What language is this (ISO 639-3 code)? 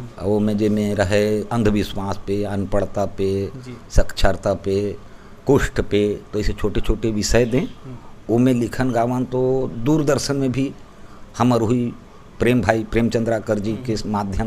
hne